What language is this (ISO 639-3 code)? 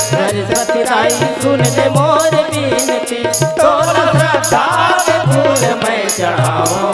hne